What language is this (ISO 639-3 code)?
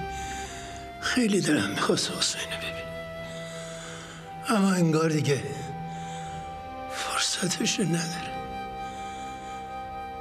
fas